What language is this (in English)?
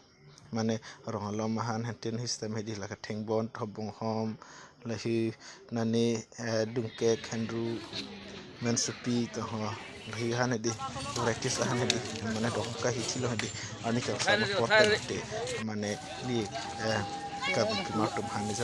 Karbi